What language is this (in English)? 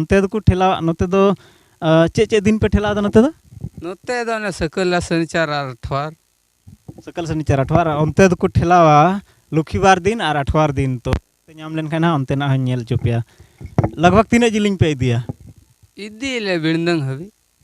Santali